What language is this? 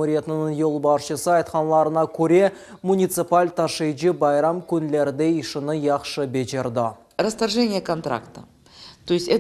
Crimean Tatar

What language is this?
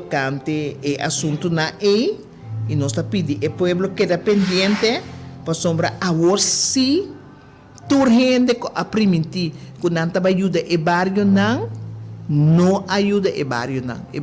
Papiamento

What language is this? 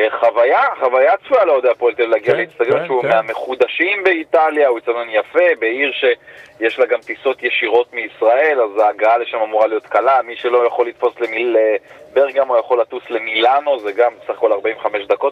Hebrew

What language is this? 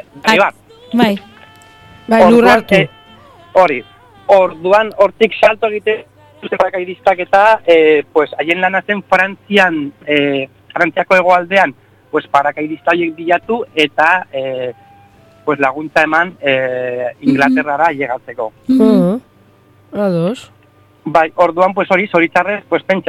Basque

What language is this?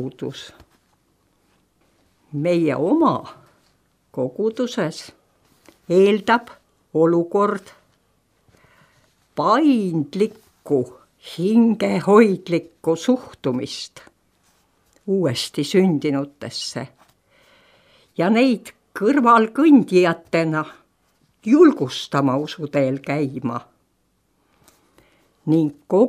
Estonian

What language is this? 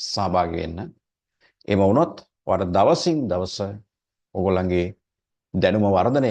Sinhala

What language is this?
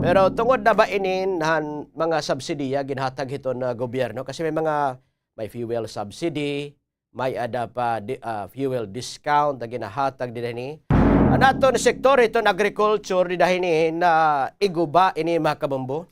Waray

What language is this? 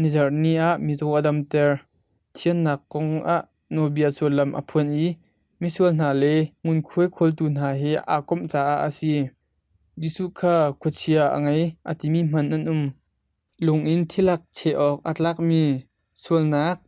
Hakha Chin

